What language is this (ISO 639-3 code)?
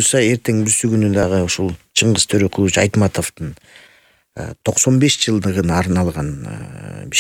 kir